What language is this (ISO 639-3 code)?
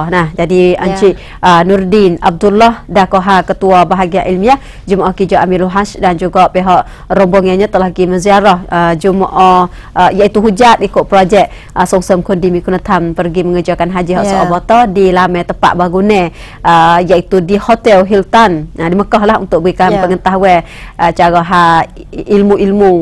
msa